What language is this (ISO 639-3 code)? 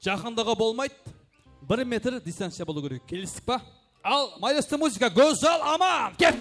kaa